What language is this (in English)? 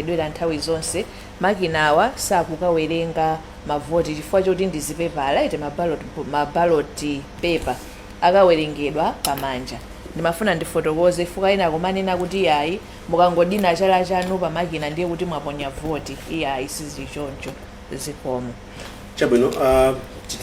Nyanja